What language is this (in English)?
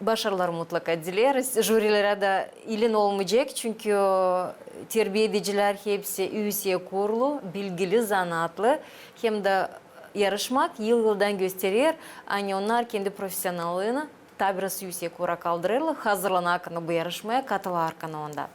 Gagauz